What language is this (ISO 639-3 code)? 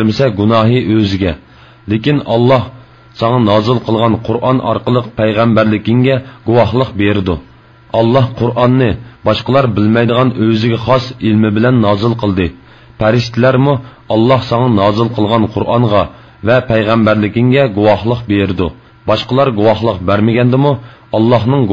uig